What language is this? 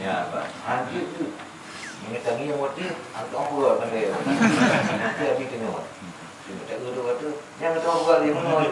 Achinese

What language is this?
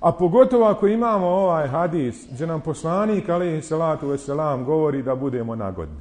Bosnian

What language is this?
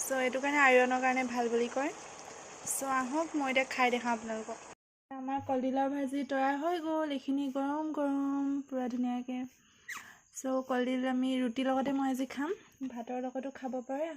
Assamese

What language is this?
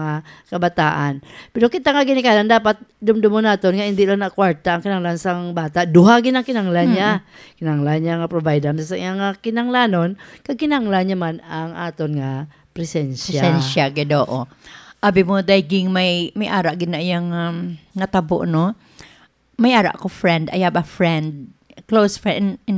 Hiligaynon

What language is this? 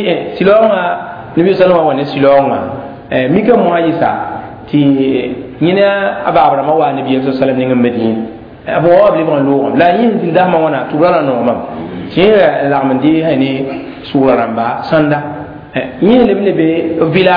Mossi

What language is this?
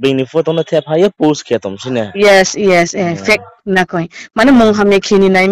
Riang (India)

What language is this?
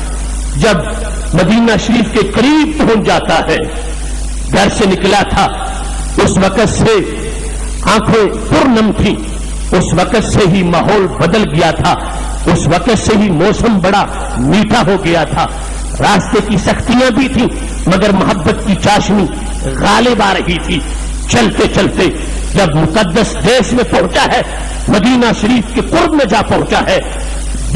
Urdu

